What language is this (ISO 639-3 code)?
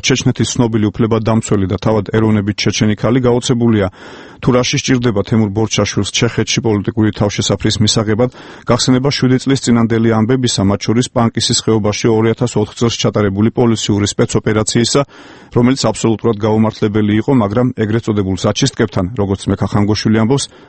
kat